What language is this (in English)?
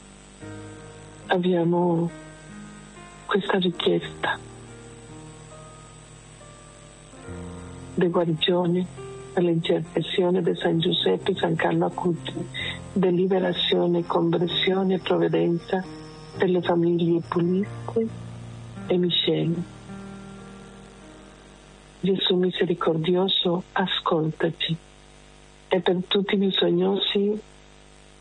Italian